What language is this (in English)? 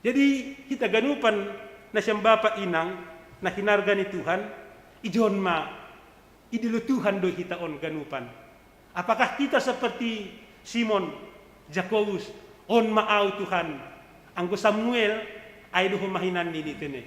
Batak Simalungun